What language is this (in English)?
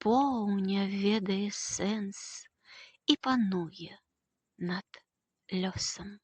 Belarusian